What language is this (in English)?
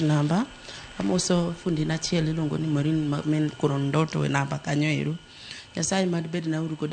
Luo (Kenya and Tanzania)